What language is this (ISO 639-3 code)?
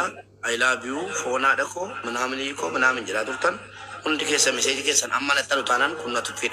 orm